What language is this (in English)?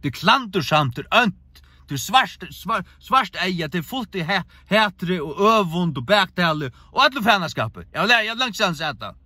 Faroese